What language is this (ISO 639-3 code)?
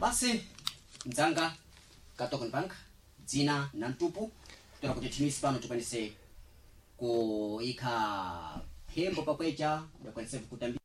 seh